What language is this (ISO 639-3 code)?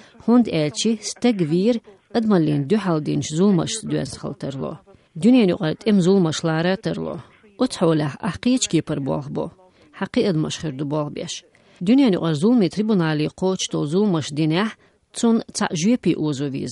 che